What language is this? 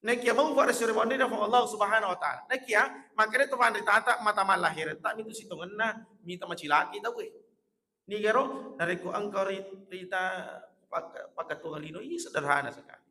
Buginese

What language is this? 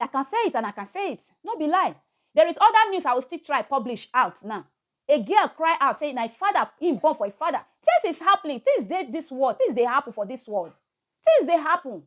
Nigerian Pidgin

